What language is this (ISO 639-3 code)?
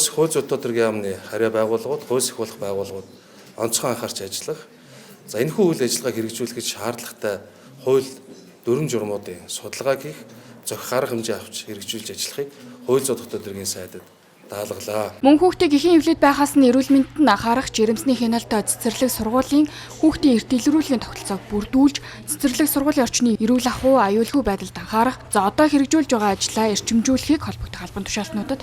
mon